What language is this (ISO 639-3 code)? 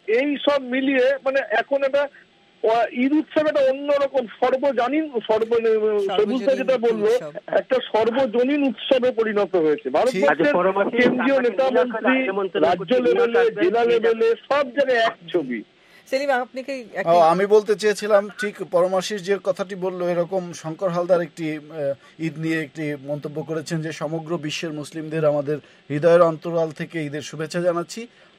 ben